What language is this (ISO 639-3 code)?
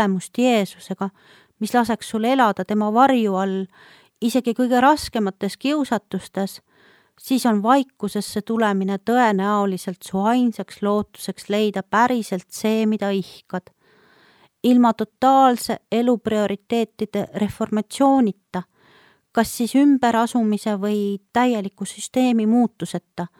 est